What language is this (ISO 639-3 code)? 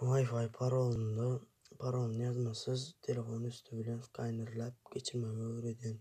tuk